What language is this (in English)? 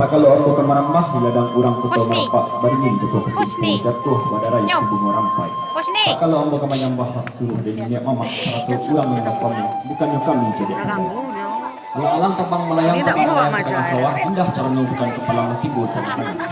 Minangkabau